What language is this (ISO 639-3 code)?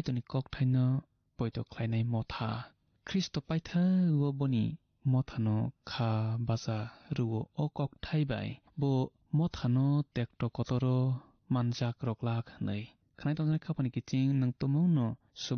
trp